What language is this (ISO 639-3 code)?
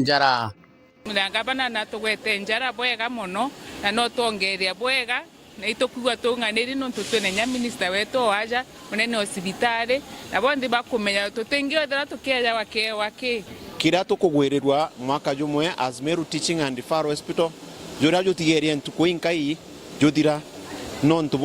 mer